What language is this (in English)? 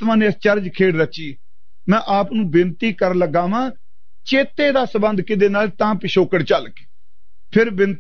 Punjabi